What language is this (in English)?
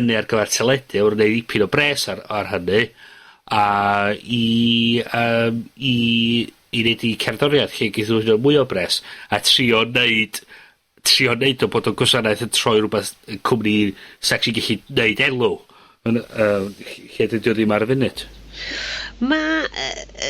Welsh